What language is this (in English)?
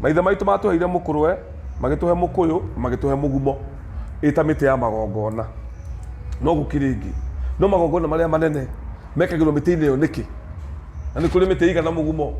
Kikuyu